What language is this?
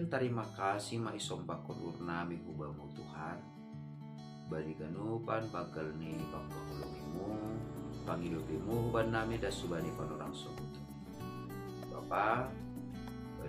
Batak Simalungun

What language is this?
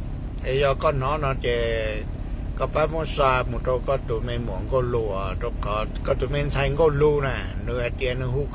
Hmong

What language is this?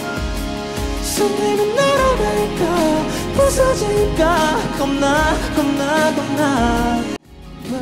Korean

